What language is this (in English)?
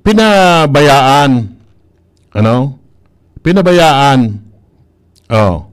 Bikol